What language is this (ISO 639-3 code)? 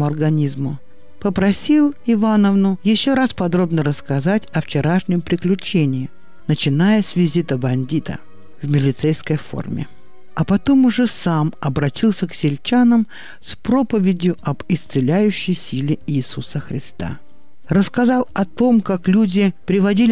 rus